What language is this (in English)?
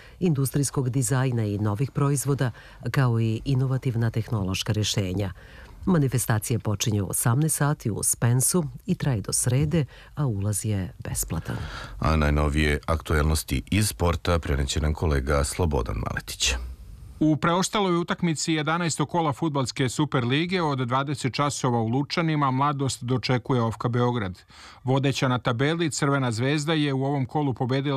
Serbian